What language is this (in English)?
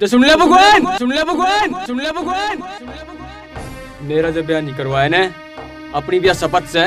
Haryanvi